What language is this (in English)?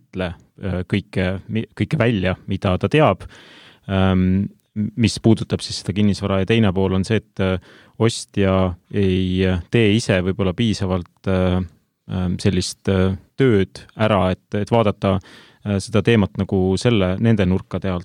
Estonian